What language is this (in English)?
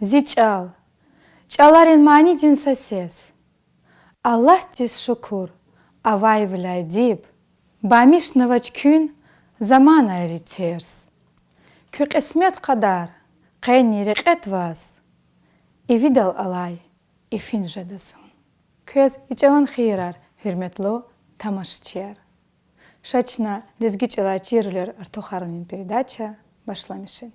Lezghian